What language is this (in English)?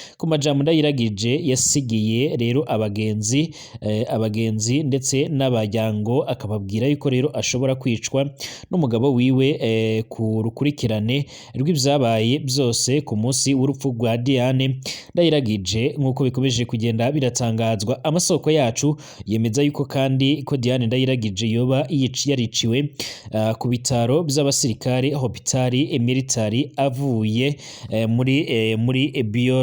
Rundi